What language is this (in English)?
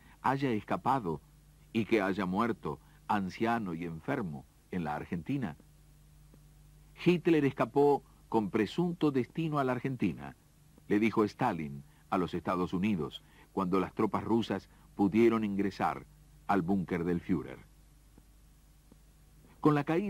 Spanish